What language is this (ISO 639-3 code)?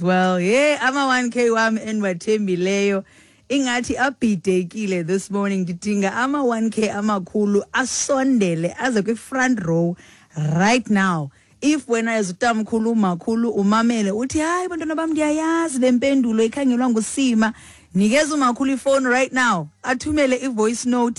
xho